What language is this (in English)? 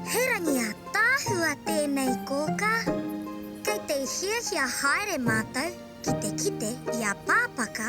Māori